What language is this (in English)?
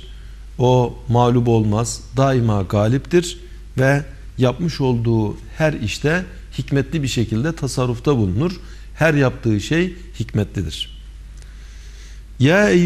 Turkish